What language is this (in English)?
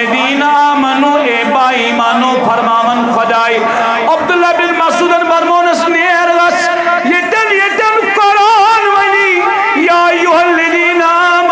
Kashmiri